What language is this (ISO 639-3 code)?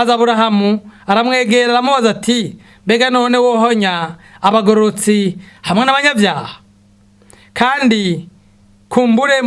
run